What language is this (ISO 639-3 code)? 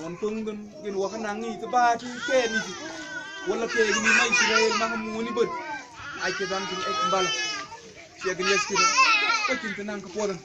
mfz